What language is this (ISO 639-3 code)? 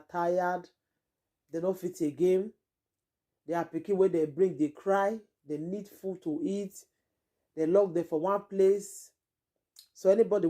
pcm